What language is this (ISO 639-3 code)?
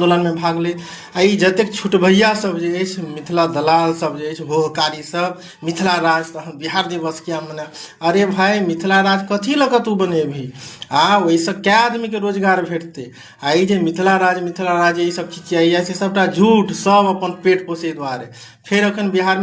mai